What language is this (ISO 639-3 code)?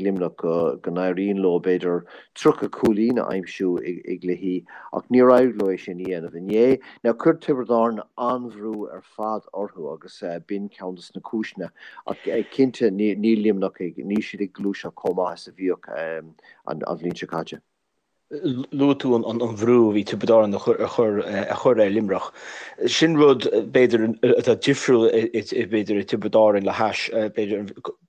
gle